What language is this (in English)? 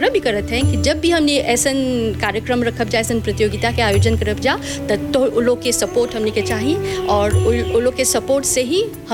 Bhojpuri